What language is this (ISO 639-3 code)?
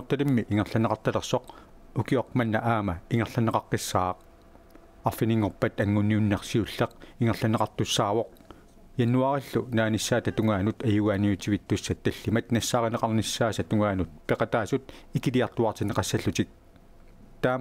kal